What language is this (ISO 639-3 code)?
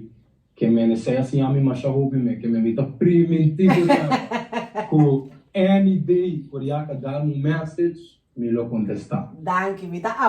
pap